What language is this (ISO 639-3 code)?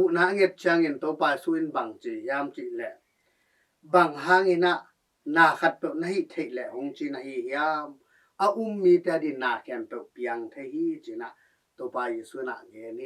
ctd